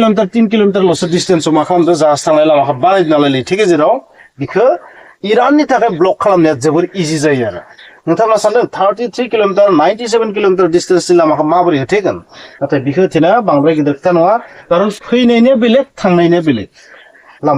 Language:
Bodo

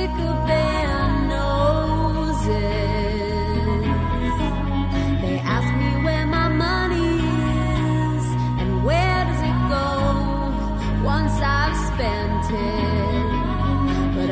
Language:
English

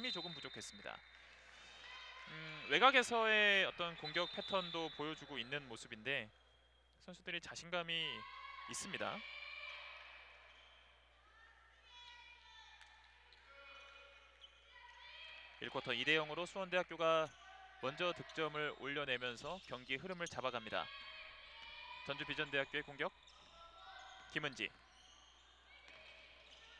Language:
Korean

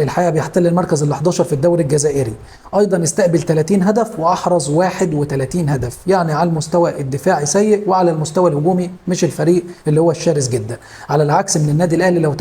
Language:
Egyptian Arabic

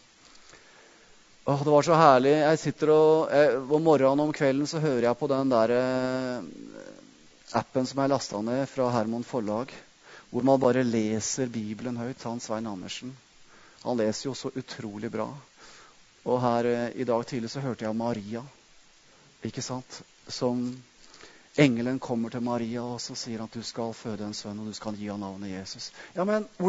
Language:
Norwegian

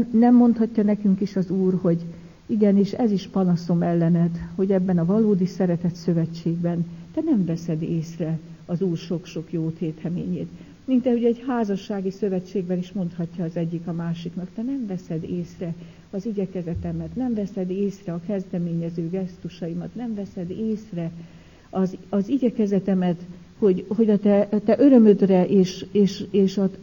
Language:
Hungarian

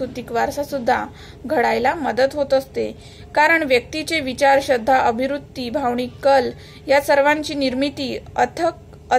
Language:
Marathi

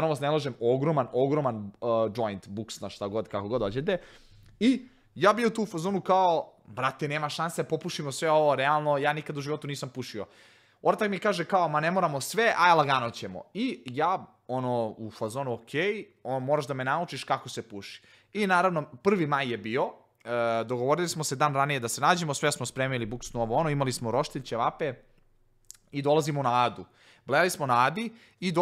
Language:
Serbian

